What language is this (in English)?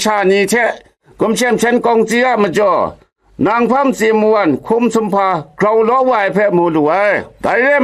Kachin